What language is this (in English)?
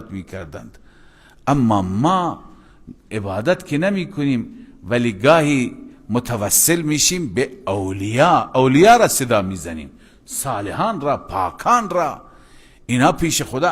Persian